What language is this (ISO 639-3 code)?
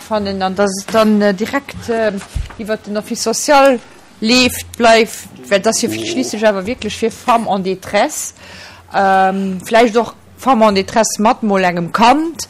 ltz